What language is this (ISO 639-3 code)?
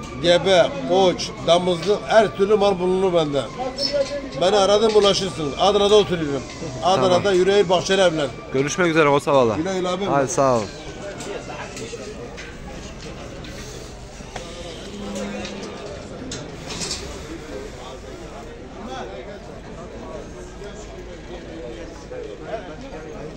tur